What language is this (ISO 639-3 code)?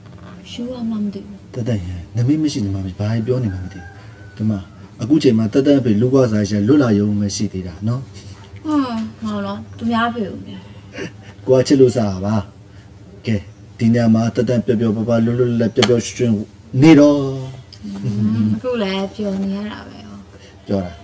mya